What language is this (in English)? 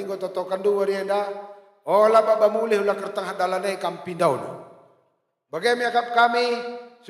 Batak Karo